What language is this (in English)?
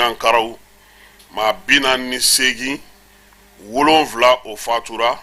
Bambara